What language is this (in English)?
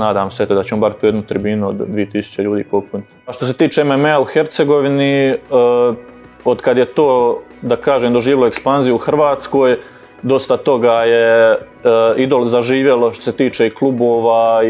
Croatian